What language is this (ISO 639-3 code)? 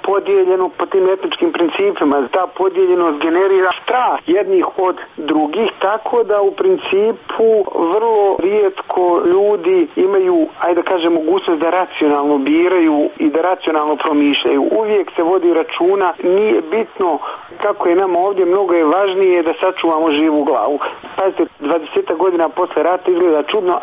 srp